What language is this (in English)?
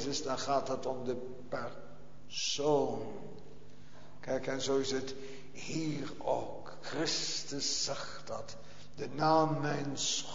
Dutch